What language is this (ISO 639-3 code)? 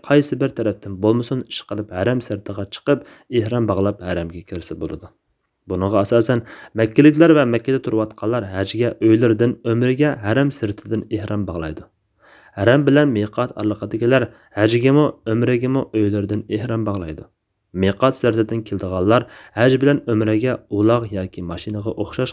uig